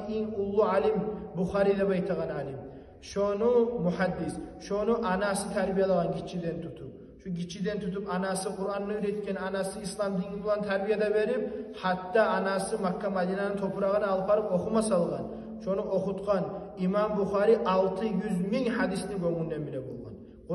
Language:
Kumyk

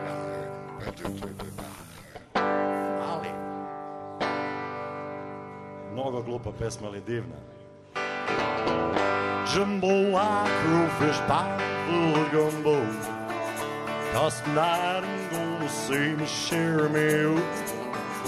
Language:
Serbian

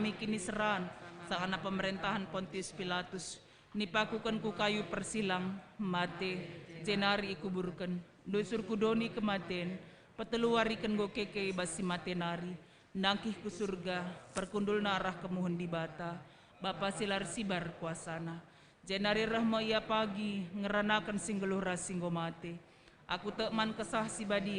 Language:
Batak Karo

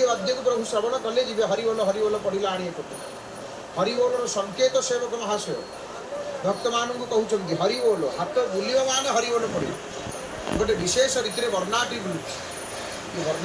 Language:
Odia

